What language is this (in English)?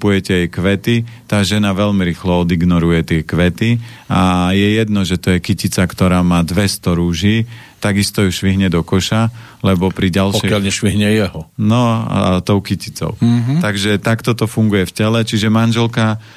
Slovak